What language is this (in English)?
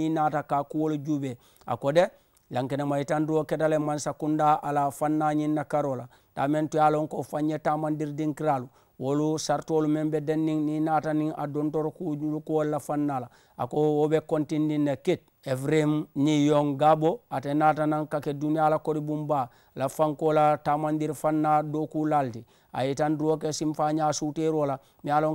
Mandingo